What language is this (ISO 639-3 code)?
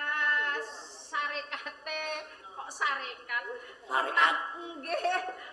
jav